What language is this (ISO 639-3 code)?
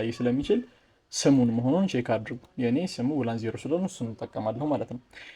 amh